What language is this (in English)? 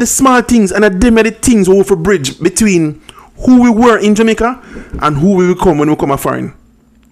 Jamaican Creole English